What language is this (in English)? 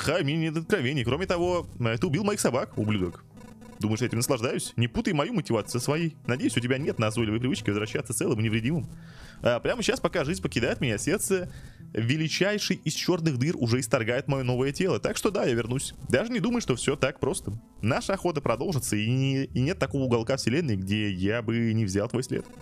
Russian